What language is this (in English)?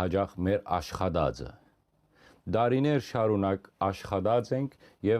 Western Armenian